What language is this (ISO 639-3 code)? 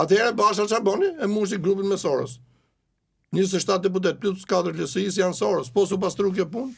sqi